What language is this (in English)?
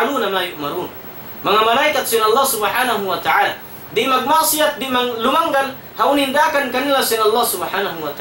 Tausug